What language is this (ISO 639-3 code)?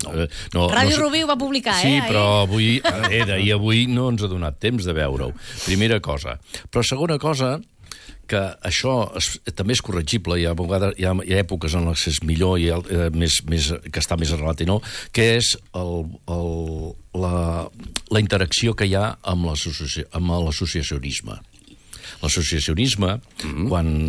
cat